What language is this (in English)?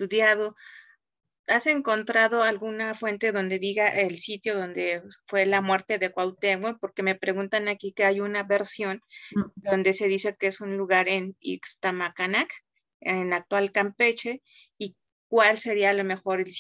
Spanish